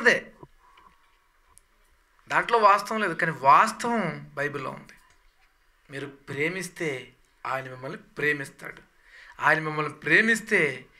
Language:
Telugu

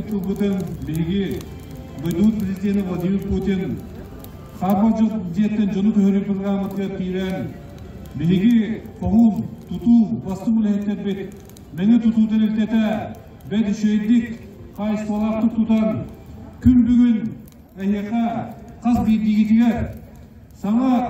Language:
Yakut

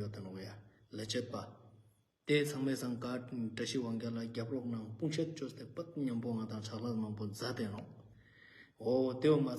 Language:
Ladakhi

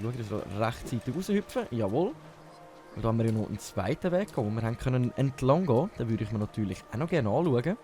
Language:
Swiss German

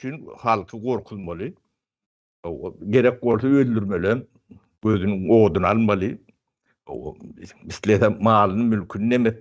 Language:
Turkmen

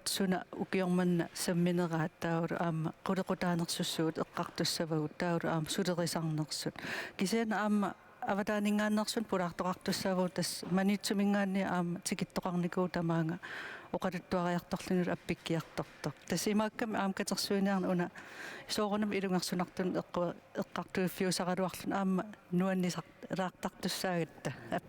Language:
Kalaallisut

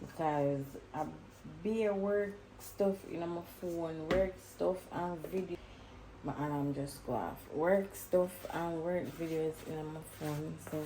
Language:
Jamaican Creole English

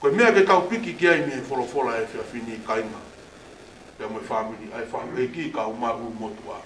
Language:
Tongan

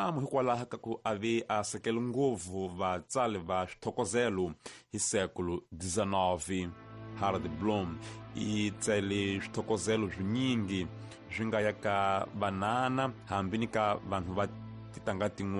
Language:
Tsonga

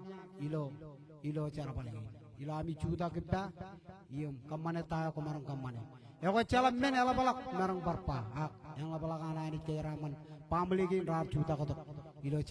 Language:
Marshallese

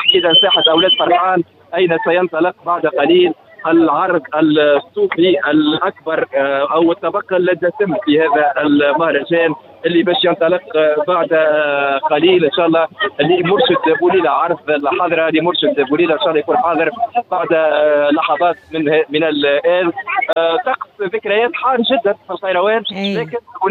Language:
Tunisian Arabic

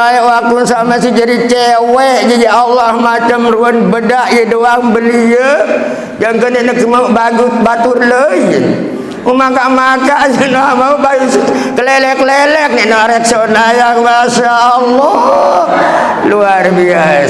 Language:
Sasak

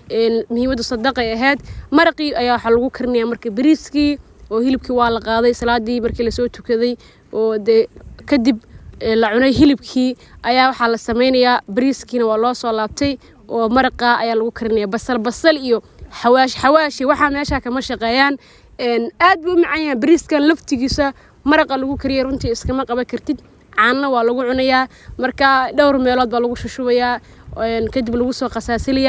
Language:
Somali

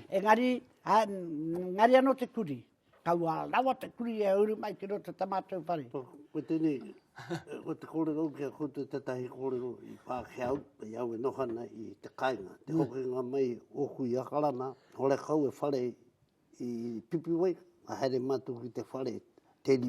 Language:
Māori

